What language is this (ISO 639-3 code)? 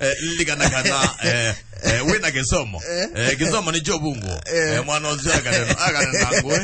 kam